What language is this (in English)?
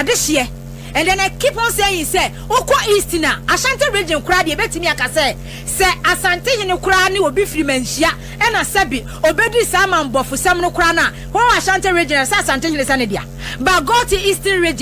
Akan